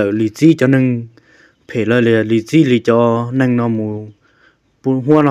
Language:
Hmong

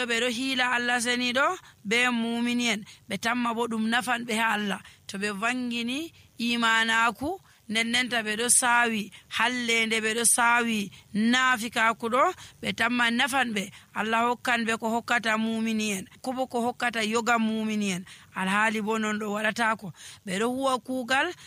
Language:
Nigerian Fulfulde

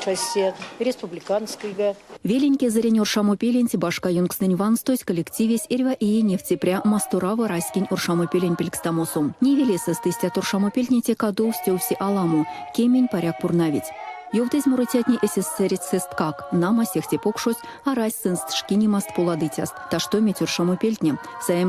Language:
Erzya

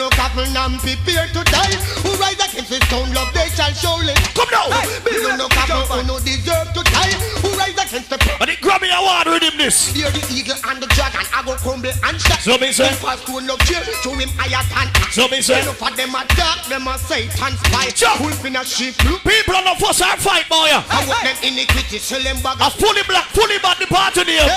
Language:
Jamaican Creole English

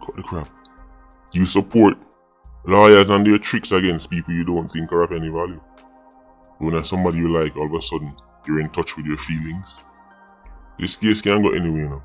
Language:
Jamaican Creole English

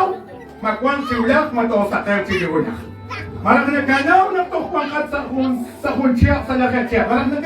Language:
Kekchí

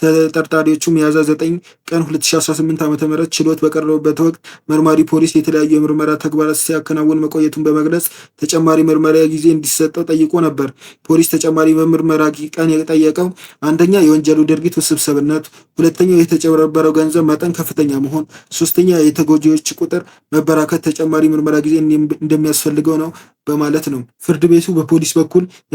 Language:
Amharic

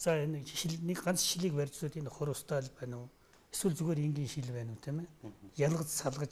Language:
Mongolian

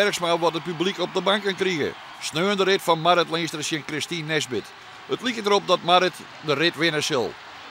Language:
Western Frisian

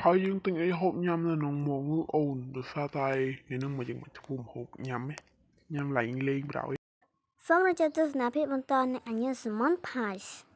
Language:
Khmer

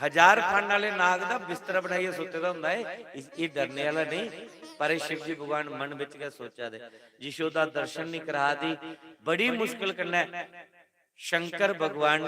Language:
Dogri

